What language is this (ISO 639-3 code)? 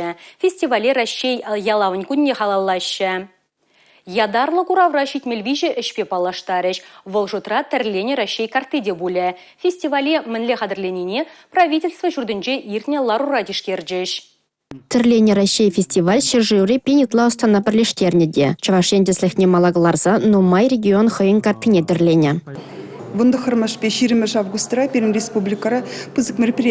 chv